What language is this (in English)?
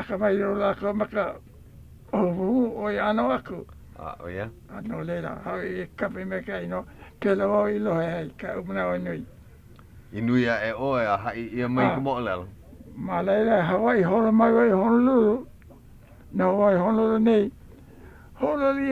Hawaiian